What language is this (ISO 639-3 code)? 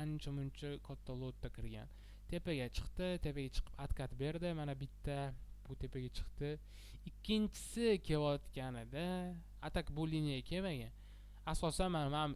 uzb